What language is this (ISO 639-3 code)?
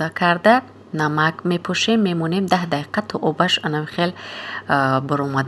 tgk